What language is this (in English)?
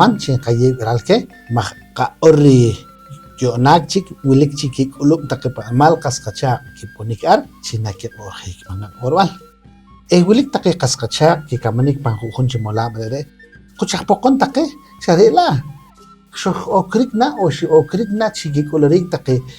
Poqomchi'